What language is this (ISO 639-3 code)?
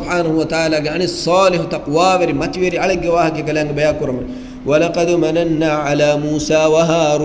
div